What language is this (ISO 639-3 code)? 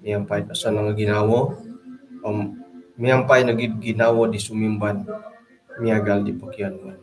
dtp